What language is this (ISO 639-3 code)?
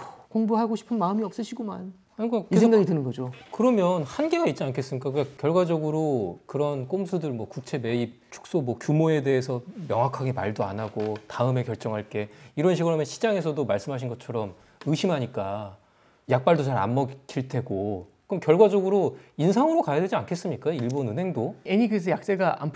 kor